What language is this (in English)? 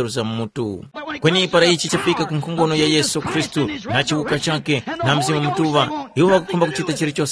Tumbuka